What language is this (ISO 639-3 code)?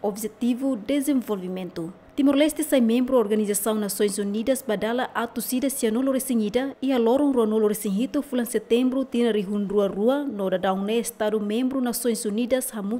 tet